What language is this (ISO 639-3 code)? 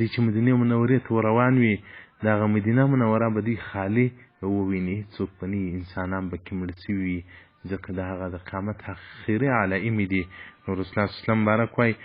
pus